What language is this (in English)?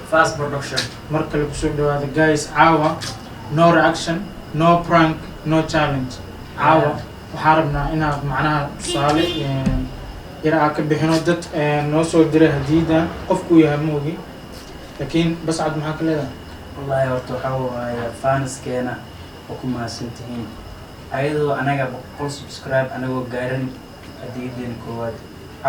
Somali